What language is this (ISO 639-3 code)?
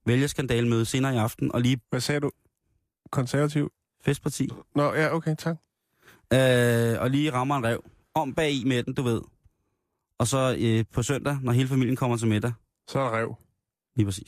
dan